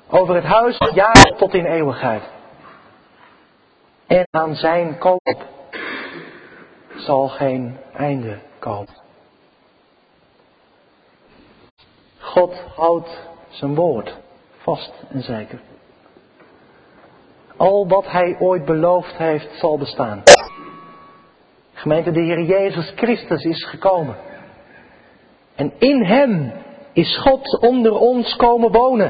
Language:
Dutch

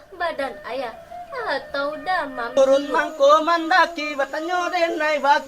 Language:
Minangkabau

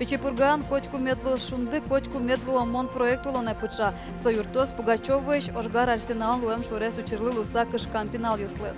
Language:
Udmurt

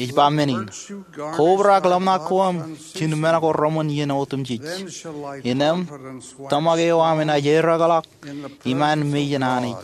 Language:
Marshallese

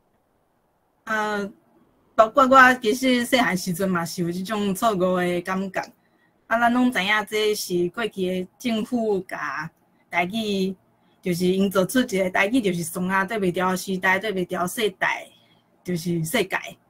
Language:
Min Nan Chinese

